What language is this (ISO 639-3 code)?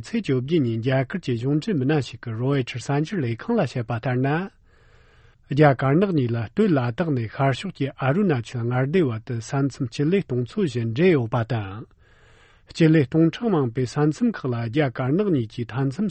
bod